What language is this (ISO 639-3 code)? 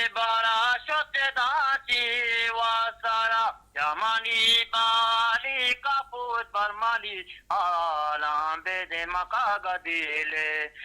bgp